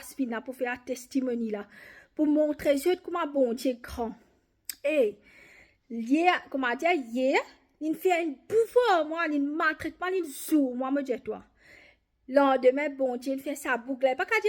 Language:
Morisyen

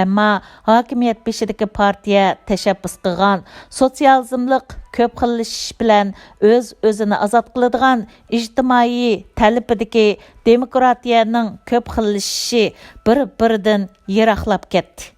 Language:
Uyghur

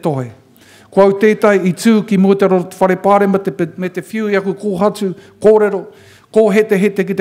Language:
Māori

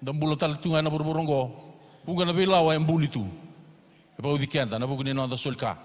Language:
Fijian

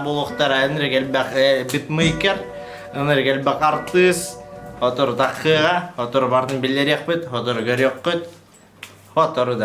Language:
Yakut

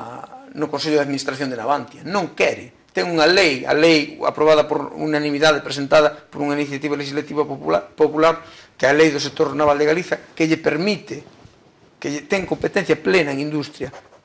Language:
Galician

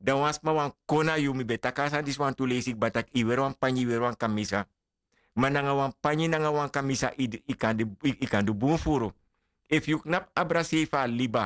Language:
Sranan Tongo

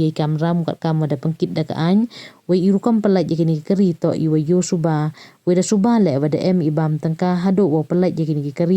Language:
Pnar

